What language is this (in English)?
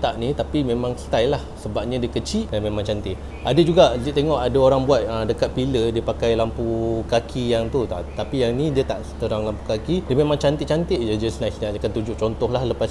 Malay